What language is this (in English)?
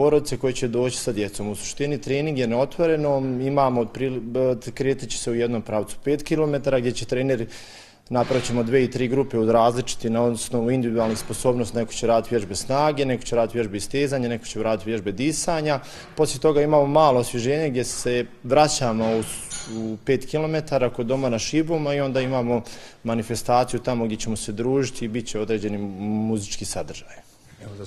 Bosnian